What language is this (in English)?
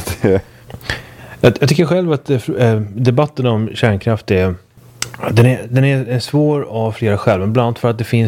Swedish